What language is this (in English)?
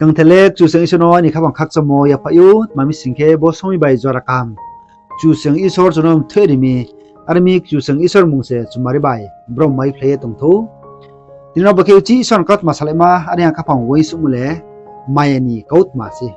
Riang (India)